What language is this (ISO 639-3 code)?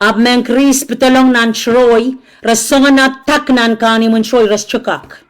pon